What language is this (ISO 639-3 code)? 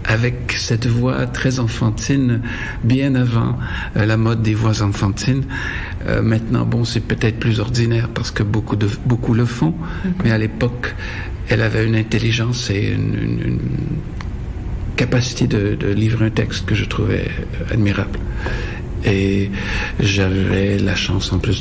fra